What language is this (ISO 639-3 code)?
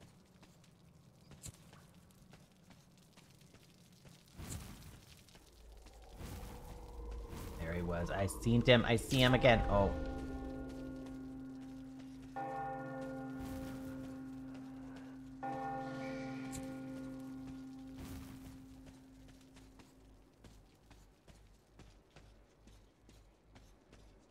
eng